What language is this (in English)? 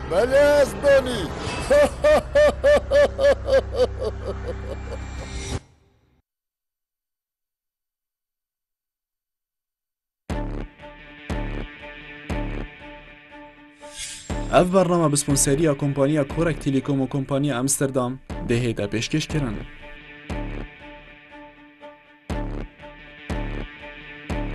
Kurdish